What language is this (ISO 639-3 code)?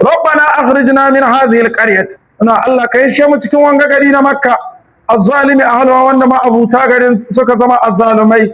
hau